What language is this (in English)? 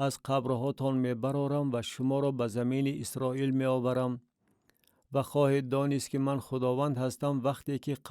Tajik